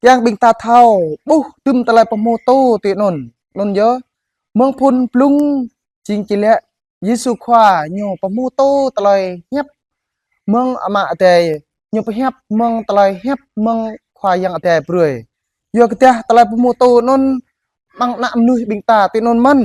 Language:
Jarai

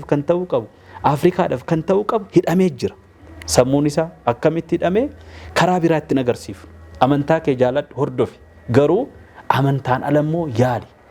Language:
Oromo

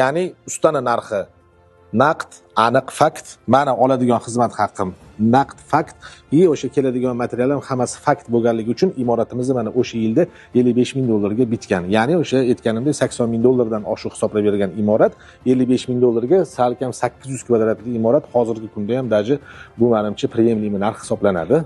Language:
Uzbek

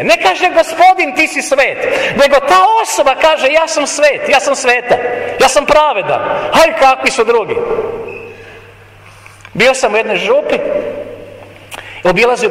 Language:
Croatian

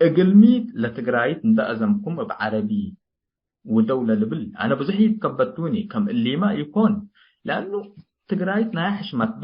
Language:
Tigre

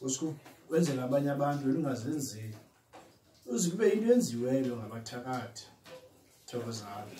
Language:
Zulu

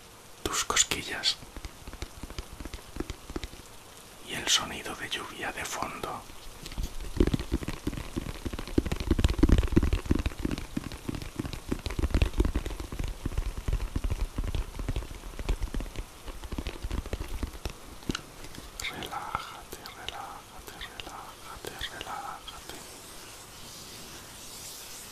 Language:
Spanish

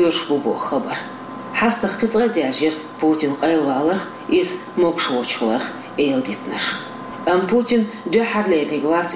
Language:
Chechen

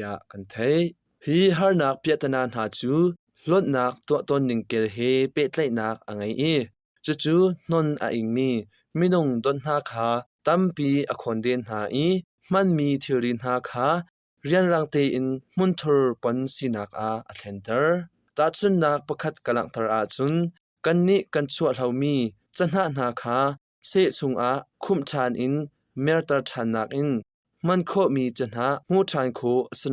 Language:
Hakha Chin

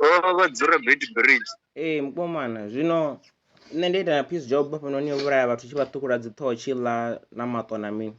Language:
Venda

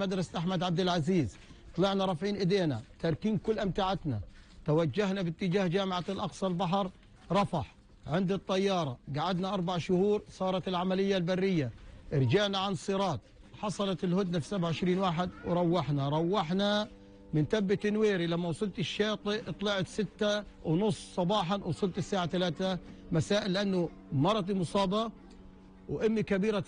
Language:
North Levantine Arabic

